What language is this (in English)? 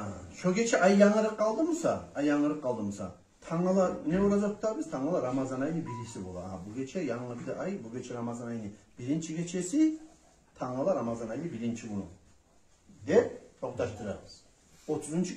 Kumyk